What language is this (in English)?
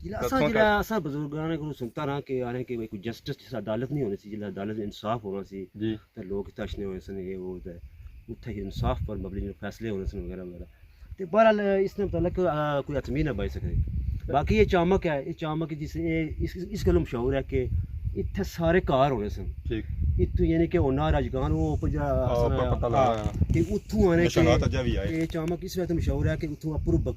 Pahari-Potwari